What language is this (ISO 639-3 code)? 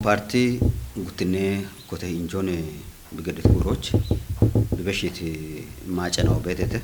kbr